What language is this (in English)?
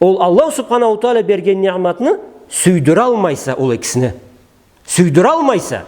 Karachay-Balkar